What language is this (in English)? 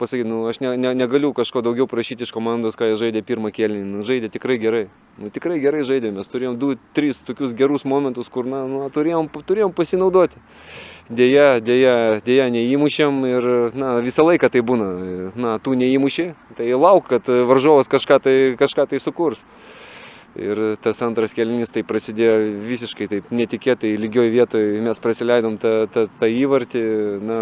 Lithuanian